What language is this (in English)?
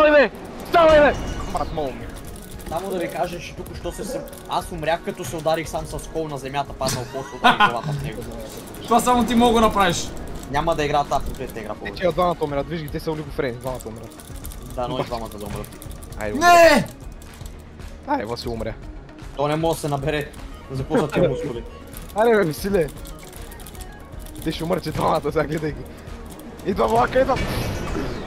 Bulgarian